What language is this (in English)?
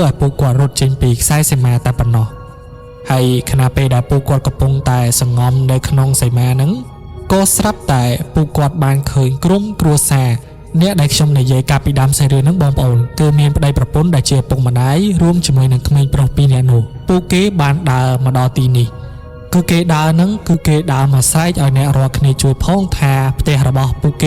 Khmer